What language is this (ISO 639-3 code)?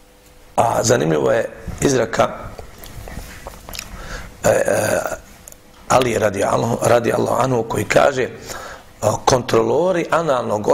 bos